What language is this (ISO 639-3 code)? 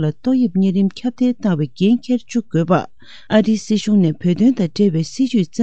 bod